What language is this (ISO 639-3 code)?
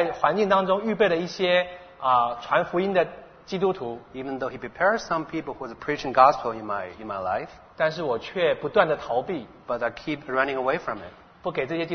zho